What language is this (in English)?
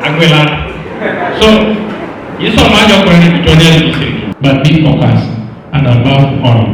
Teso